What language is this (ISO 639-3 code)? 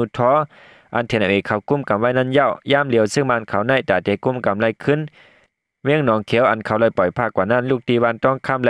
shn